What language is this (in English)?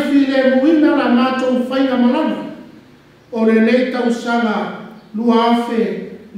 Samoan